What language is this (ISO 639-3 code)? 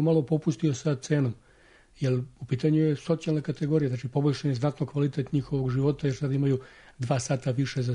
srp